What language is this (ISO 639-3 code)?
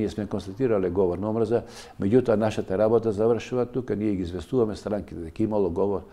mkd